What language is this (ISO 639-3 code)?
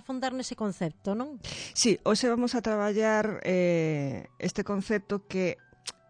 glg